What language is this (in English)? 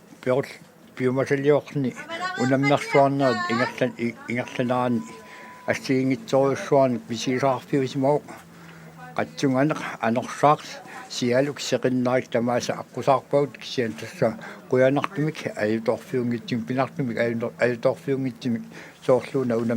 Kalaallisut